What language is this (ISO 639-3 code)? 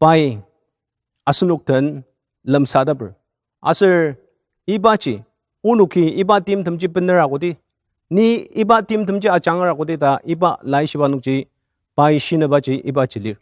njo